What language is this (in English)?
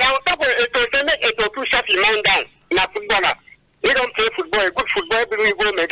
Cameroon Pidgin